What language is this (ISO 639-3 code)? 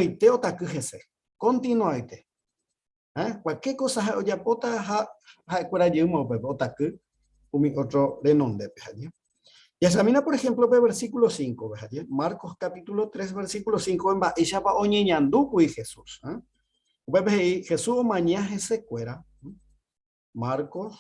grn